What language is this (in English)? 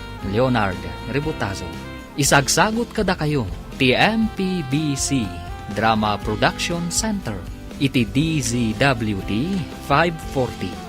Iloko